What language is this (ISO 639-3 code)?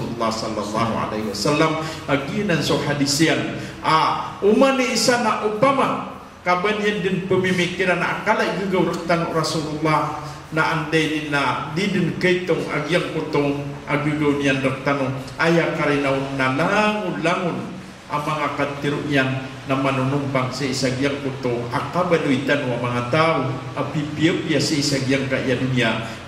mrw